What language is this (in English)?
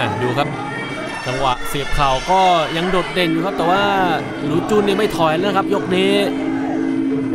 Thai